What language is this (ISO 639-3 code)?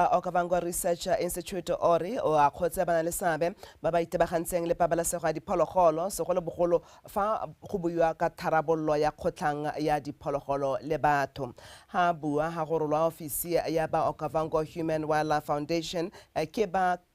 tsn